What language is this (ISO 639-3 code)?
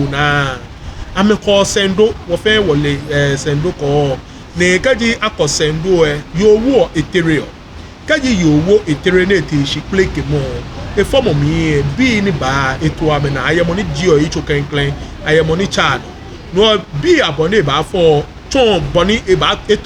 gaa